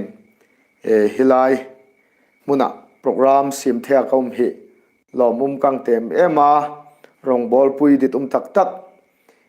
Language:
Hmar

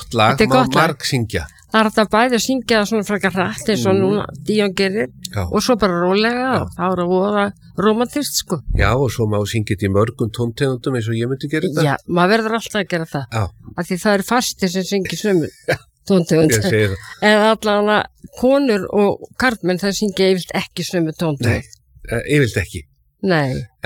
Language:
Icelandic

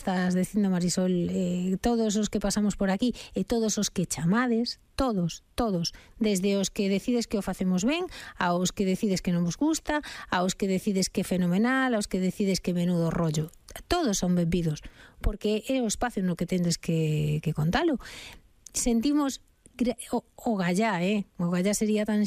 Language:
Galician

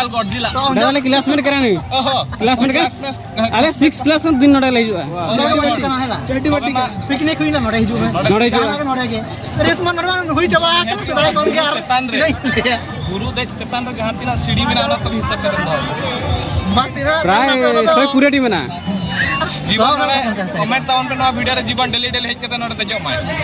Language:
Santali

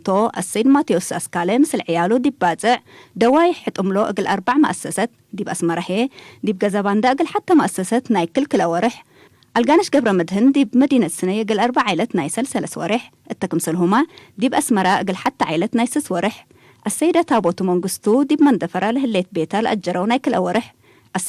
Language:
Tigre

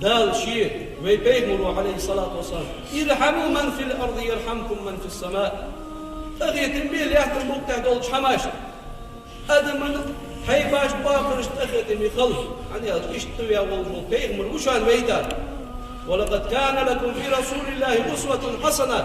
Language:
Ingush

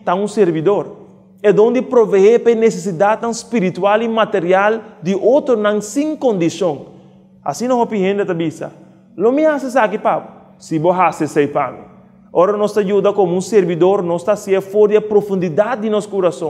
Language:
Papiamento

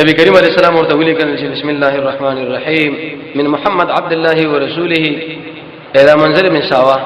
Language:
Pashto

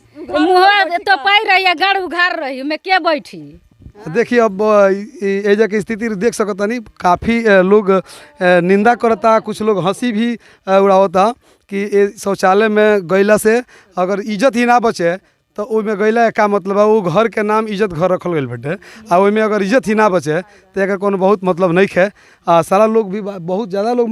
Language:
Bhojpuri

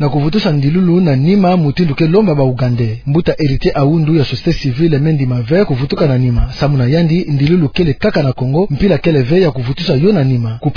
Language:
Kituba (Democratic Republic of Congo)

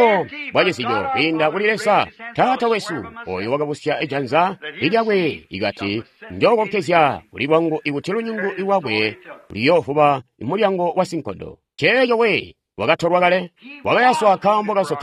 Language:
Tonga (Zambia)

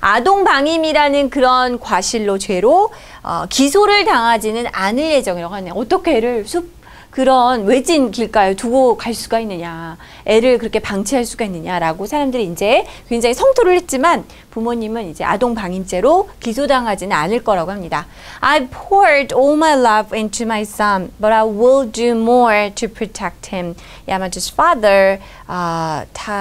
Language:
Korean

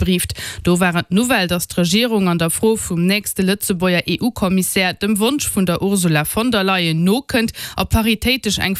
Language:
Luxembourgish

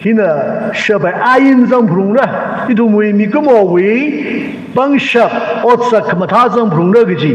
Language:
Tangkhul Naga (India)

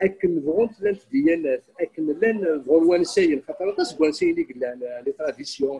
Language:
Kabyle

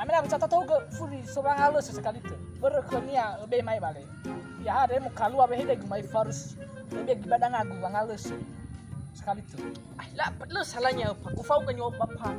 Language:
Nias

